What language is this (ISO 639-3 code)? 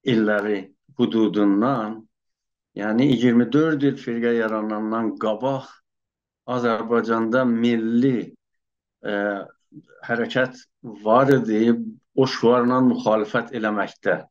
azb